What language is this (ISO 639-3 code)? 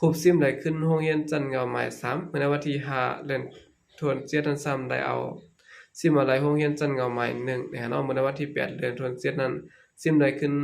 shn